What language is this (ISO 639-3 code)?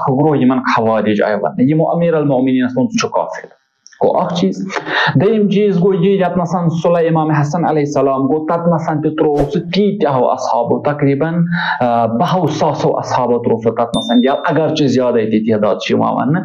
kas